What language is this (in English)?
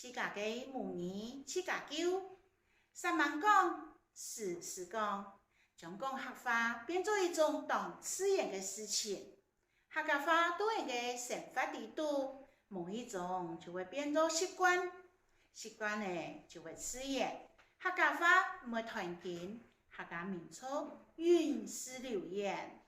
Hakka Chinese